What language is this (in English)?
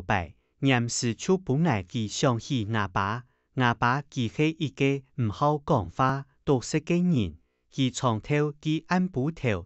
Hakka Chinese